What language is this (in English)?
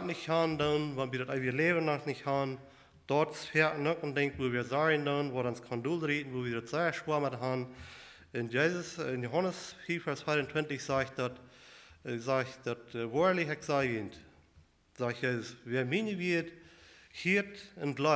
Plautdietsch